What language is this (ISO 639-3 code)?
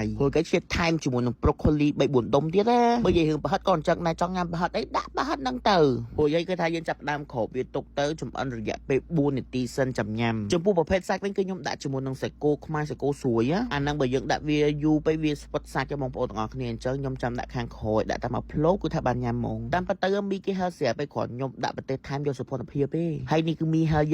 khm